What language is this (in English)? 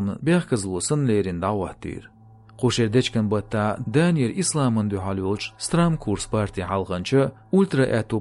Chechen